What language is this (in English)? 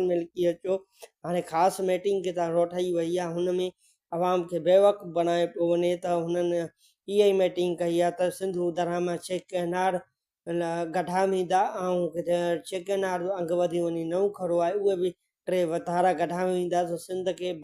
Sindhi